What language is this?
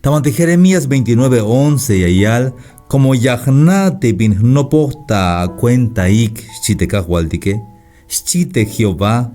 Tzeltal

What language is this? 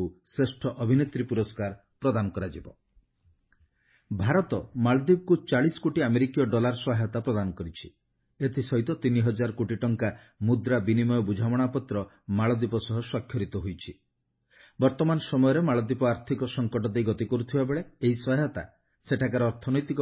Odia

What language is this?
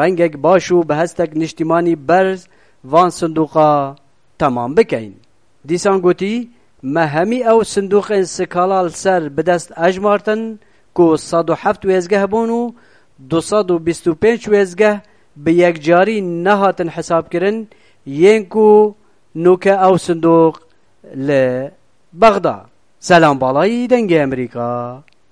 Kurdish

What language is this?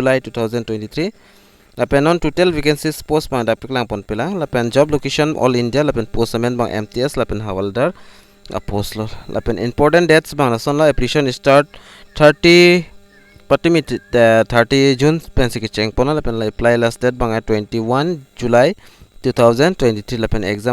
Karbi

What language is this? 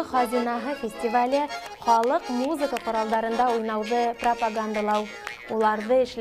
Bashkir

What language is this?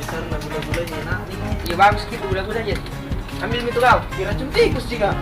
Makassar Malay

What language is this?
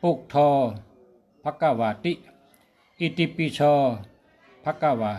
Shan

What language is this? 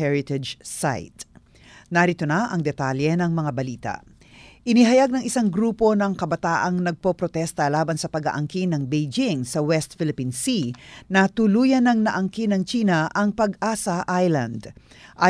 Filipino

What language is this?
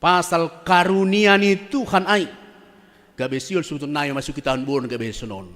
Batak Simalungun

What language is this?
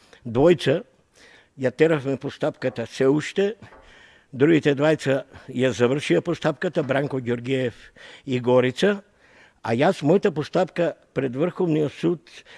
Macedonian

